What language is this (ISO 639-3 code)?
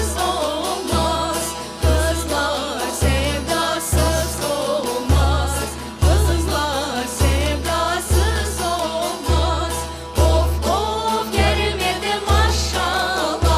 crh